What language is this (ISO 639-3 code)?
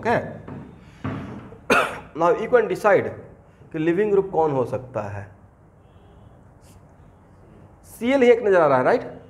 hin